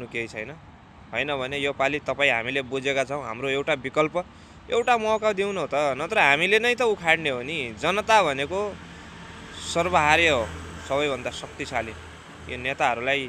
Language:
Nepali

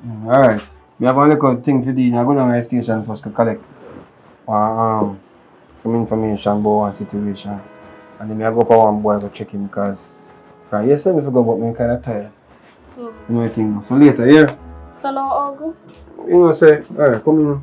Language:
Jamaican Creole English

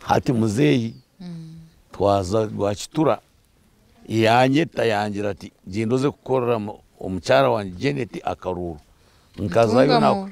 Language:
Nyankole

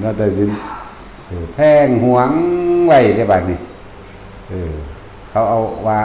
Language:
Lao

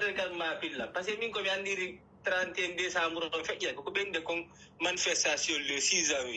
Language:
Fula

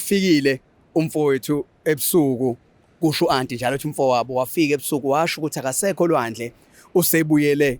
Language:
Zulu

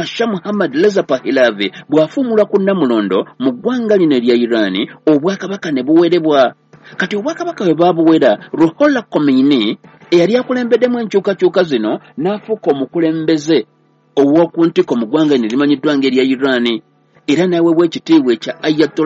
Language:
Ganda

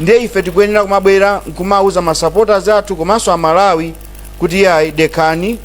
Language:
Nyanja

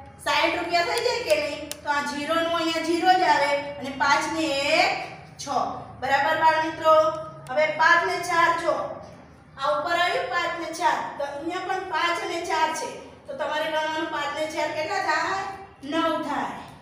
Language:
Gujarati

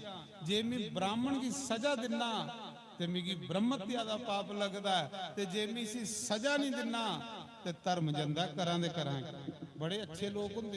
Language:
Dogri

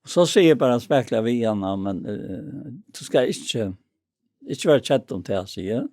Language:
Faroese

